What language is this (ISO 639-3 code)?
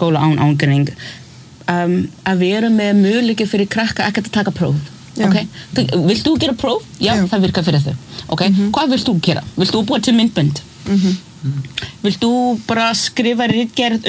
isl